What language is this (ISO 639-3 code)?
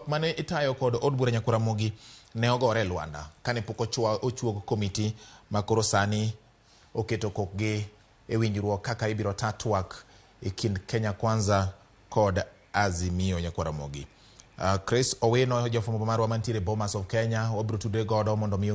luo